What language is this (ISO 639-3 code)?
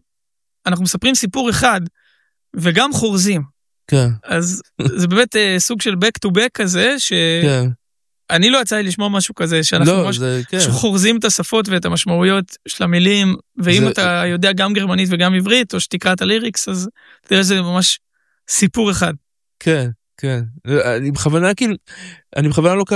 heb